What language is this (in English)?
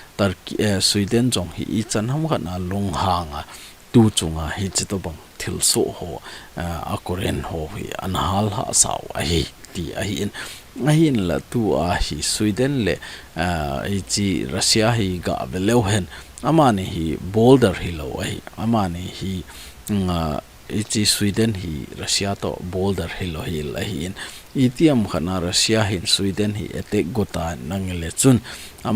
Thado Chin